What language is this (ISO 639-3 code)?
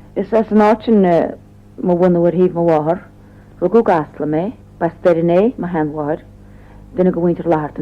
gle